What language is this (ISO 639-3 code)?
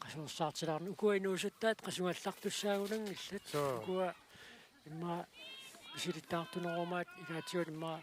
kal